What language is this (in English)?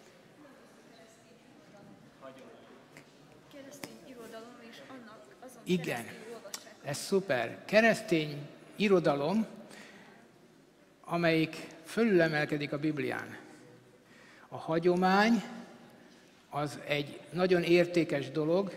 Hungarian